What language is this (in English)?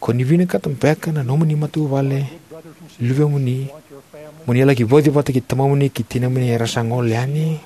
Fijian